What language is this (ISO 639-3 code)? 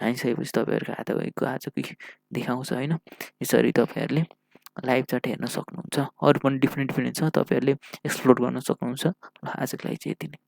nep